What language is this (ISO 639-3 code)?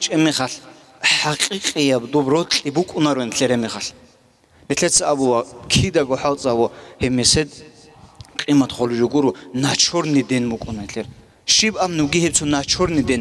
ava